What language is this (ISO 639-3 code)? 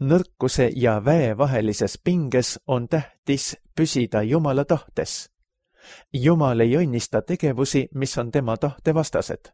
est